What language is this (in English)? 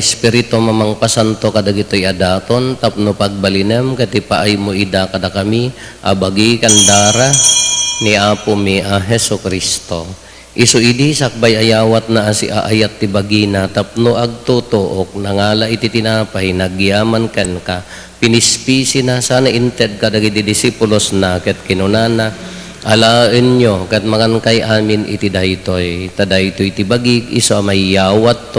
Iloko